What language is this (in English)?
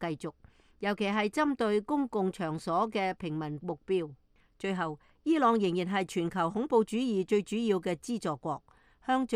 Cantonese